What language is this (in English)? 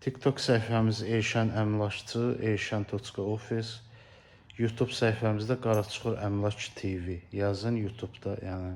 Azerbaijani